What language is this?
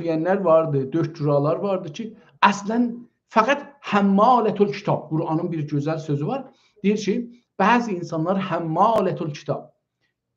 South Azerbaijani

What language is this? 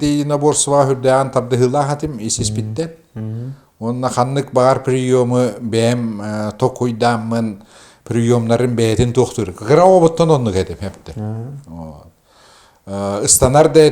Yakut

